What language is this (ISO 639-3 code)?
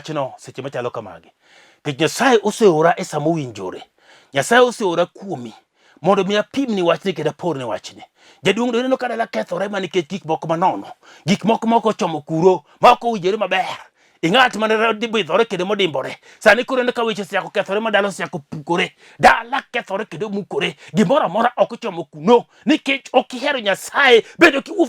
luo